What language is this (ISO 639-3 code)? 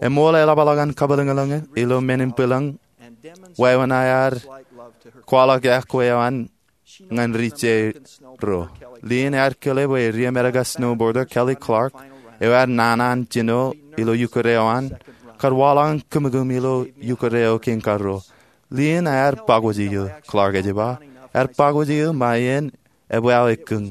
mah